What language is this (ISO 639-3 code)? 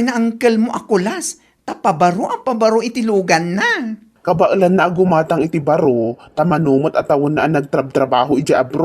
ilo